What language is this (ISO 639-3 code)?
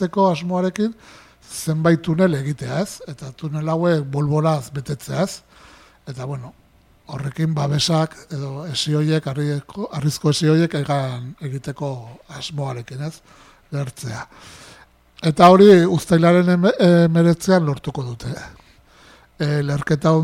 eus